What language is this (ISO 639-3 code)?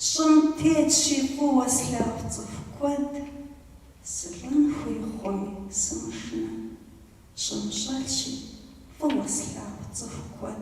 kbd